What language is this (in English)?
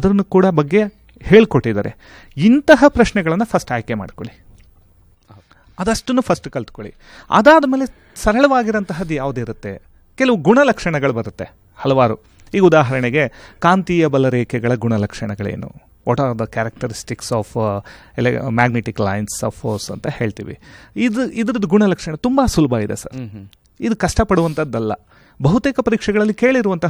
Kannada